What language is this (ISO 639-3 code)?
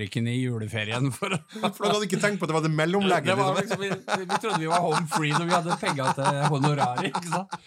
nor